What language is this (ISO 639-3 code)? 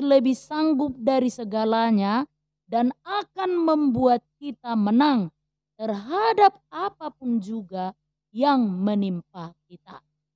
bbc